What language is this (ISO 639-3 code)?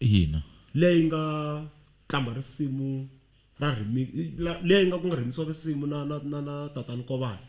tso